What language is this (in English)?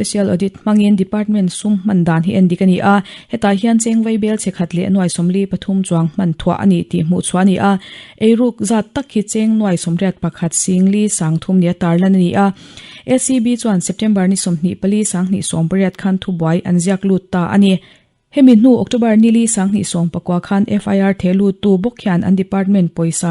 Mizo